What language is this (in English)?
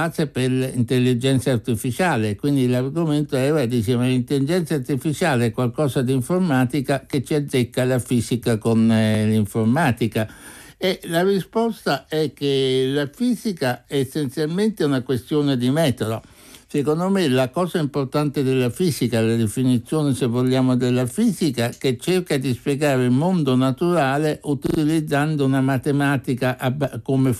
Italian